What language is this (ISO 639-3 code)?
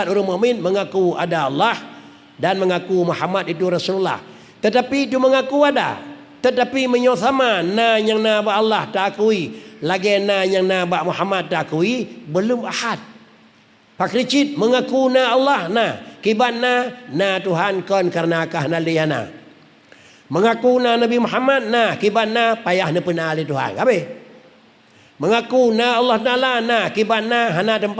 ace